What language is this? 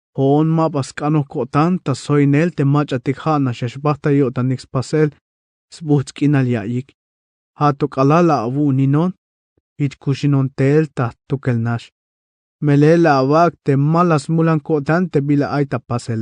Tzeltal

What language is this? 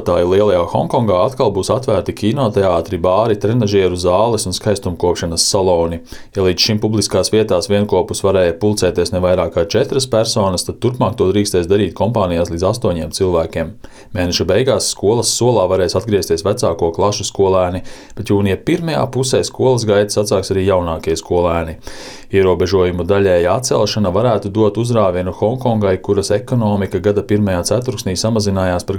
Latvian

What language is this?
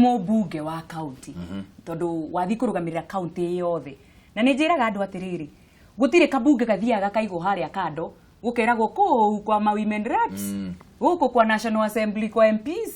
Kikuyu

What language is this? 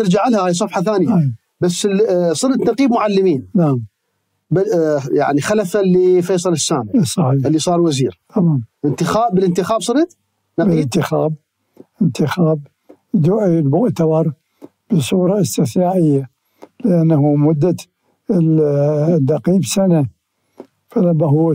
Mesopotamian Arabic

